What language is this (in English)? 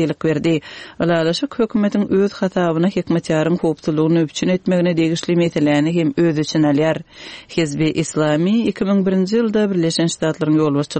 Turkmen